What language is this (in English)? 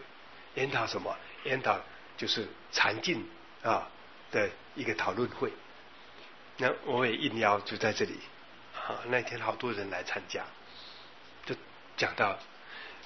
Chinese